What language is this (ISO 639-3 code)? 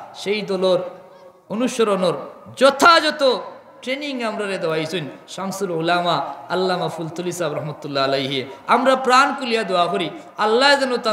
syl